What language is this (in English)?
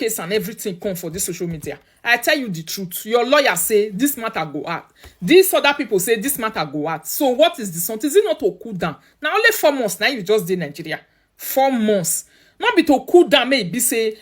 Nigerian Pidgin